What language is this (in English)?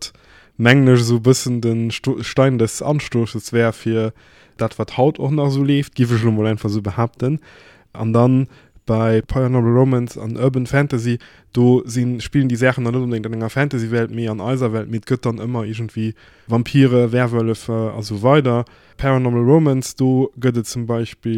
Luxembourgish